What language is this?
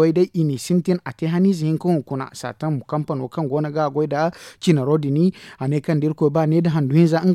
Zarma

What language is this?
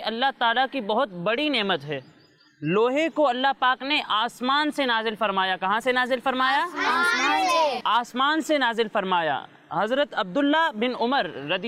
Urdu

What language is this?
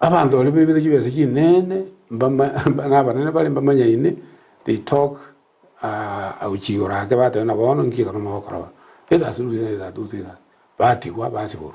Gusii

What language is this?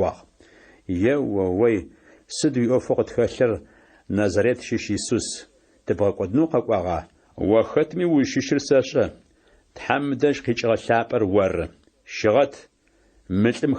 Adyghe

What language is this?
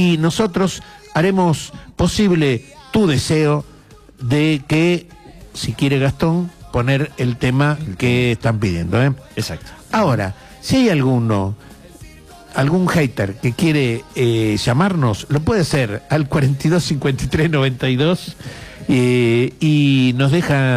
Spanish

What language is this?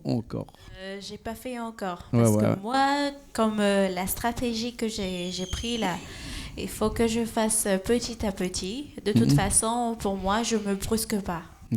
Réunion Creole French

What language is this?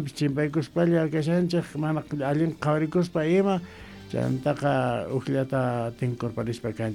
Quechua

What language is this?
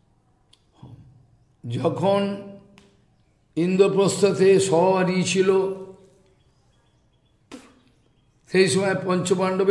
Bangla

